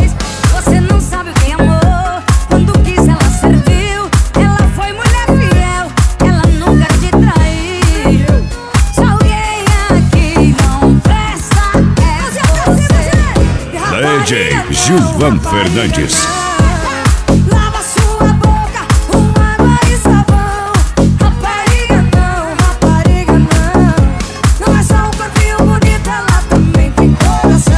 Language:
Portuguese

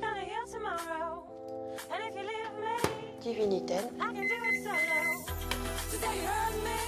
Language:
Breton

